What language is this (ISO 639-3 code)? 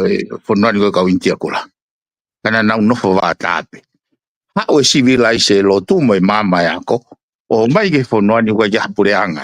ton